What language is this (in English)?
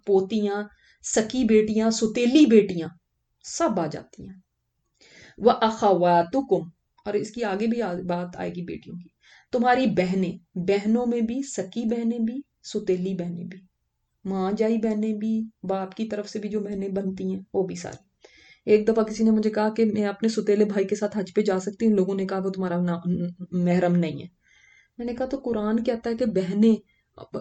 Urdu